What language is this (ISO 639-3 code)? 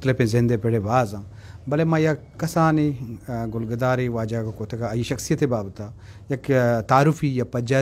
bgp